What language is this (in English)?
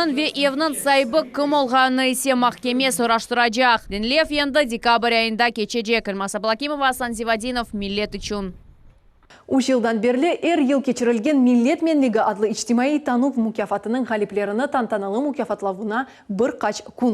Crimean Tatar